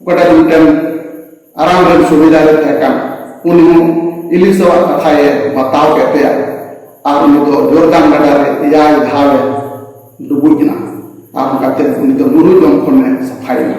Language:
Santali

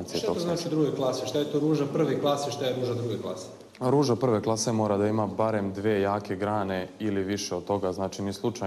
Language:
Serbian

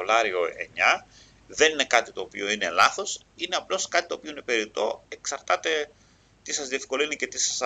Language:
Greek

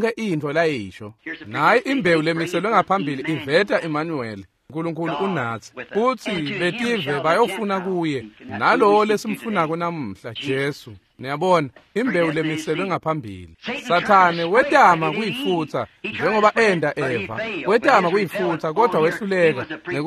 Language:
Swati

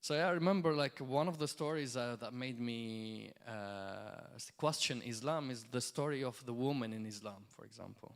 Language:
English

